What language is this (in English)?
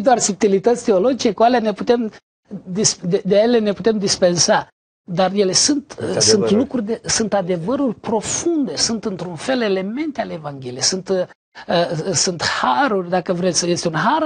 Romanian